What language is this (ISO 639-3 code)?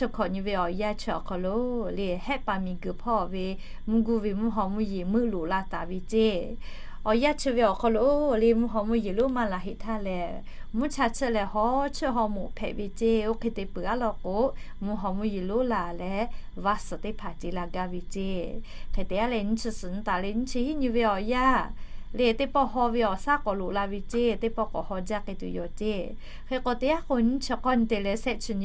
lhu